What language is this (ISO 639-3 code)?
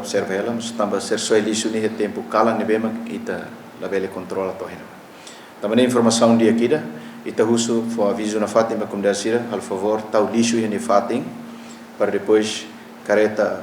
tet